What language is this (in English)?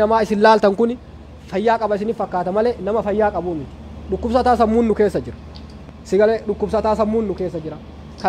Oromo